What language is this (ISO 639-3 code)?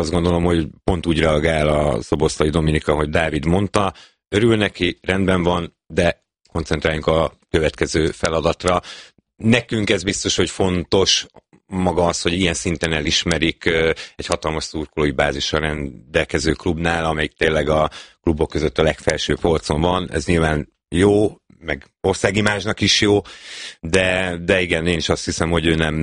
hun